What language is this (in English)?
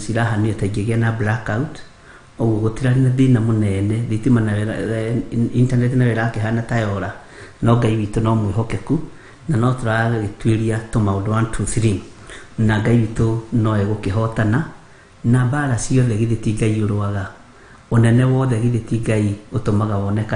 Kikuyu